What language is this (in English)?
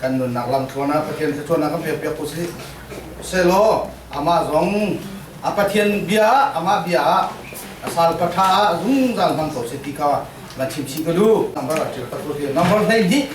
Falam Chin